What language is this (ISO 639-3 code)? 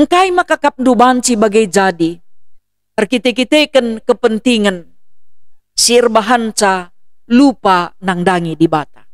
btx